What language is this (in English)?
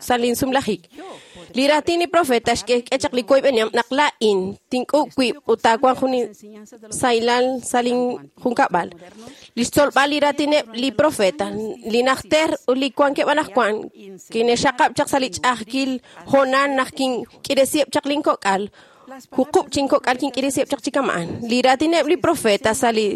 Kekchí